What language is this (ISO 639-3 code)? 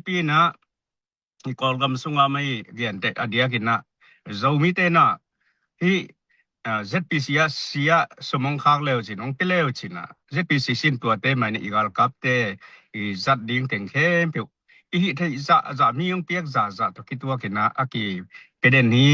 ctd